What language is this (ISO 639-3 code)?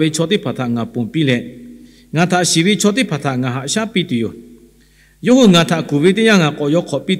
lhu